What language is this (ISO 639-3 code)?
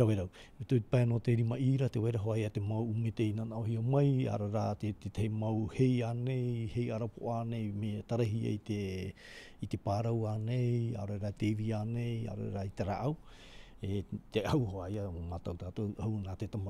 tah